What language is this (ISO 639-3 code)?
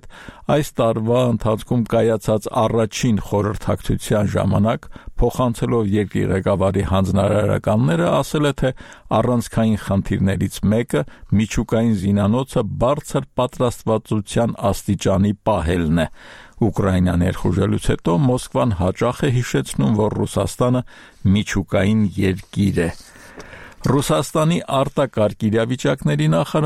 hye